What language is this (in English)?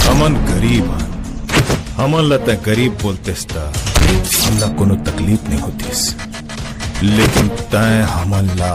Chhattisgarhi